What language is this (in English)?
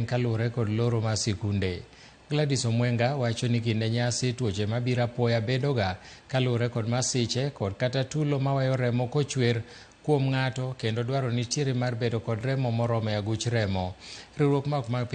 Luo (Kenya and Tanzania)